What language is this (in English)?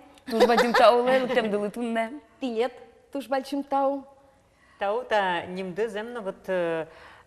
Udmurt